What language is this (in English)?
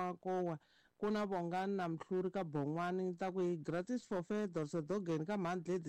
Tsonga